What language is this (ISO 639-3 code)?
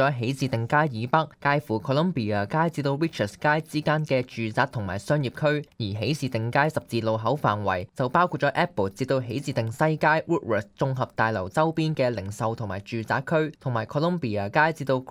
yue